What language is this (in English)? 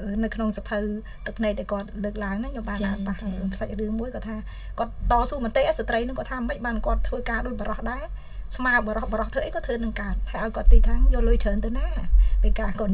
Khmer